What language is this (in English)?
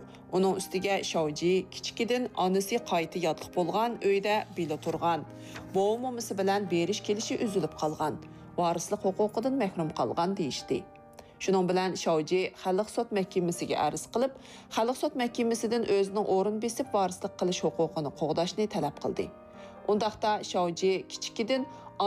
Uyghur